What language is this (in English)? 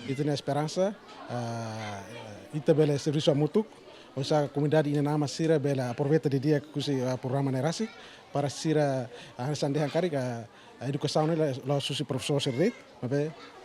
Tetum